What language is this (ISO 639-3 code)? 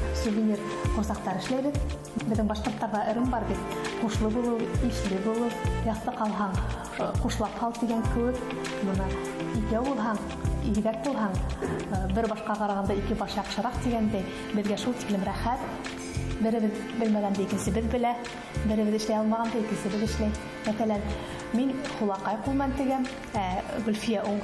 bak